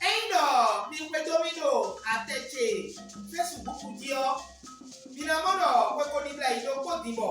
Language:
Fon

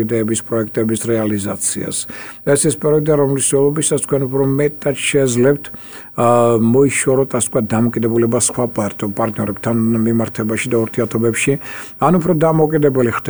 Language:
Georgian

